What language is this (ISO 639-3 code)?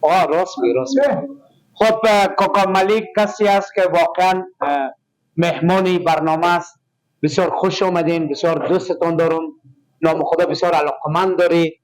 fas